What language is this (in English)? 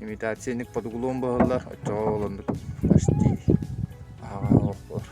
Yakut